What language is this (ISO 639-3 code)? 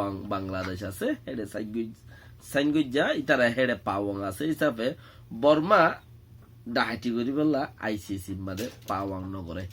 rhg